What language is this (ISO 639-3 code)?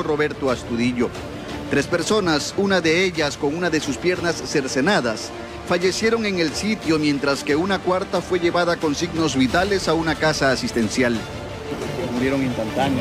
spa